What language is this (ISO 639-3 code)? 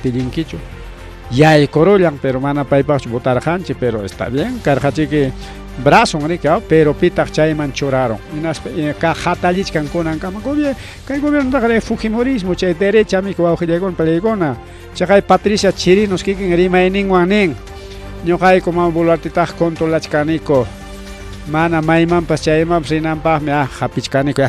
quy